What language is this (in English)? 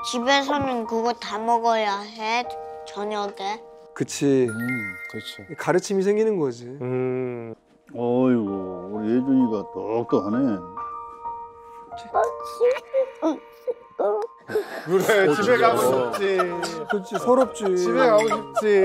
Korean